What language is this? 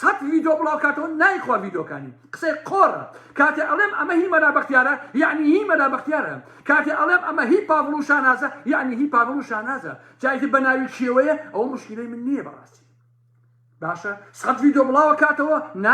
Central Kurdish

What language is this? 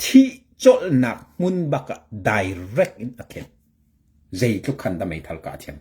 Hakha Chin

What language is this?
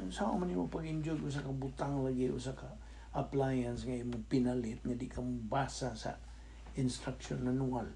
Cebuano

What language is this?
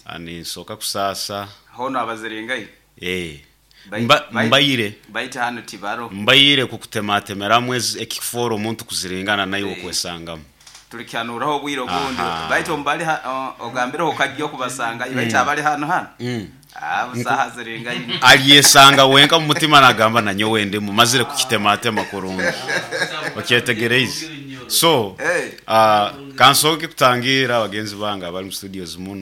Nyoro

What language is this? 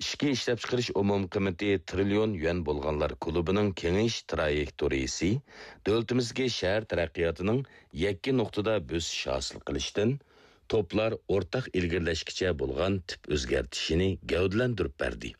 Uyghur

